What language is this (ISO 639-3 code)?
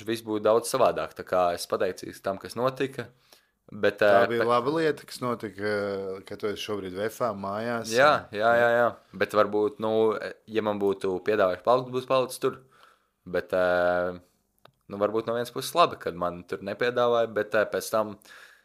lav